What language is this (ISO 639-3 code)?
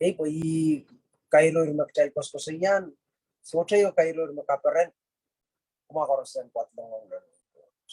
pon